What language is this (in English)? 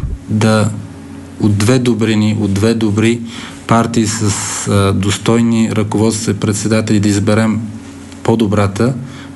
Bulgarian